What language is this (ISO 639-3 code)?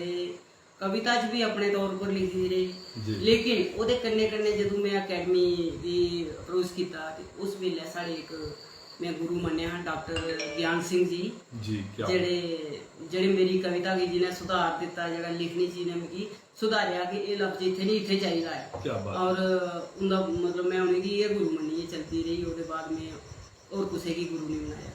doi